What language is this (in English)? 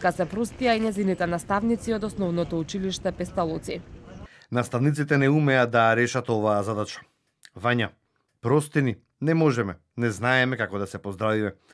Macedonian